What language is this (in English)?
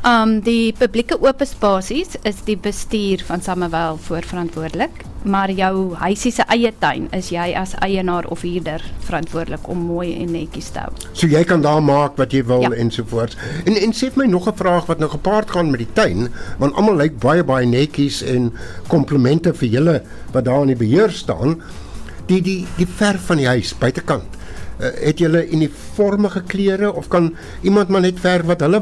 Afrikaans